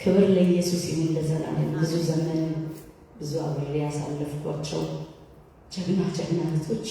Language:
Amharic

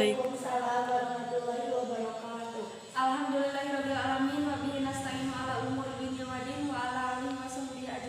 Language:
Sundanese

